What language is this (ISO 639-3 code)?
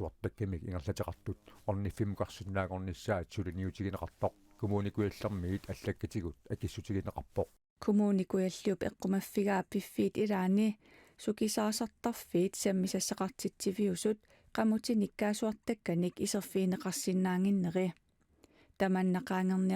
kal